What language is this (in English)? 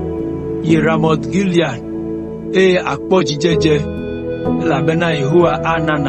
Ewe